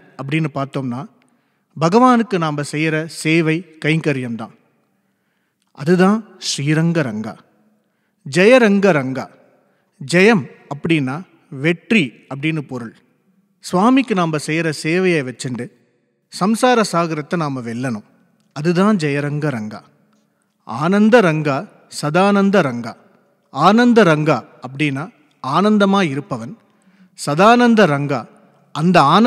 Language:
Tamil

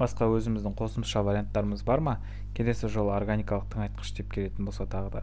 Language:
Kazakh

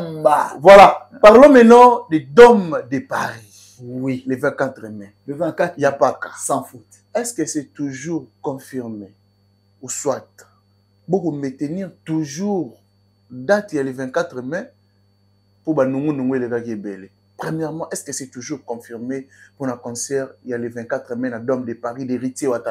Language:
Lingala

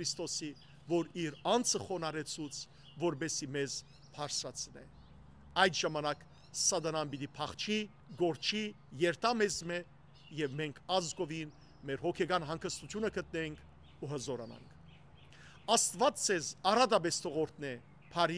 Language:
Western Armenian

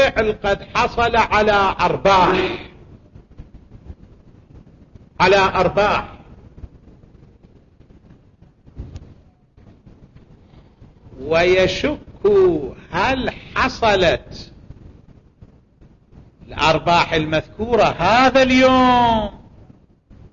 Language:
Arabic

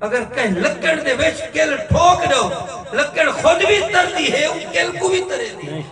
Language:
Saraiki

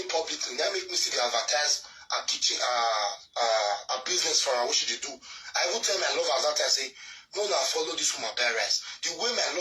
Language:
Nigerian Pidgin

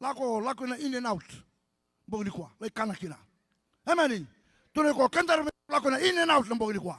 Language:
Fijian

